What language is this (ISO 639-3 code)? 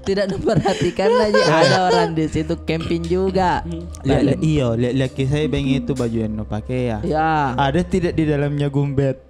mfp